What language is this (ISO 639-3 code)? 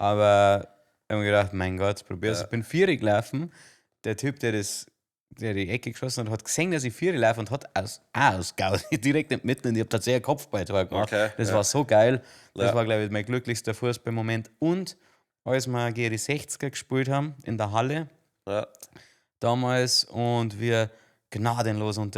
bar